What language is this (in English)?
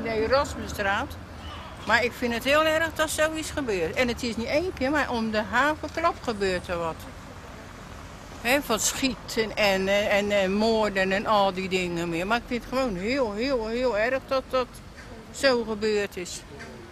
Dutch